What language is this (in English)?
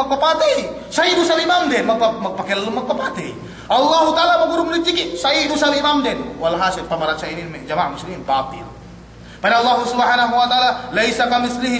Yakan